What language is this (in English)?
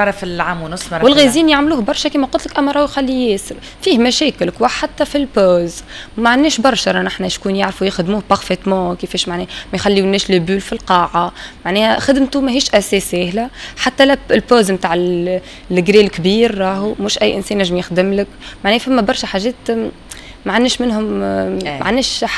Tunisian Arabic